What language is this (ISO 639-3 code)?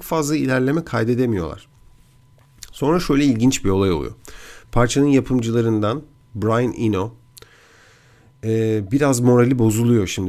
tur